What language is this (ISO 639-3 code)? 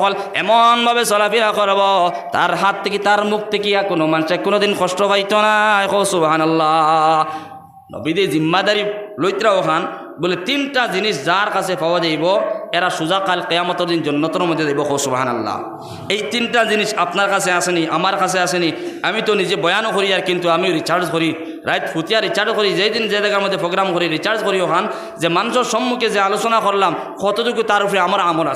syl